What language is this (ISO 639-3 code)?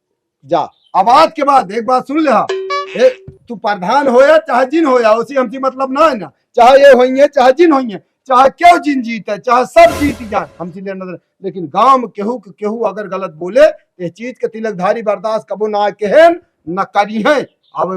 awa